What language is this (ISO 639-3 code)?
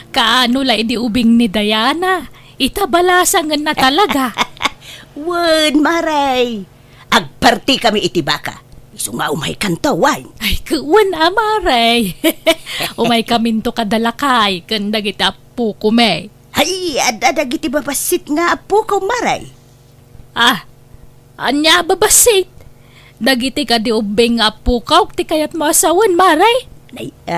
ilo